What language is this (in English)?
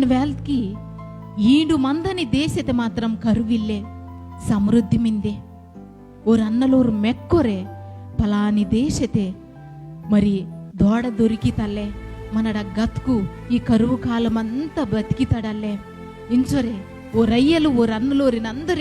Koya